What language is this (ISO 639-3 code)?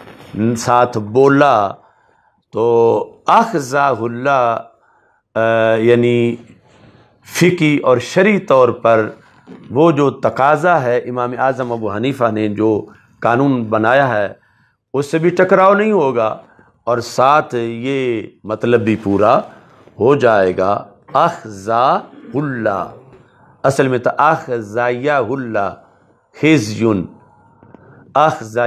urd